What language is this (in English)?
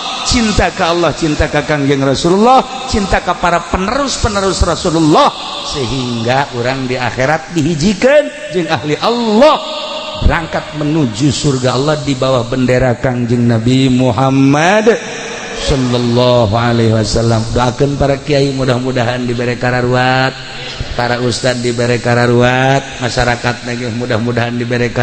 Sundanese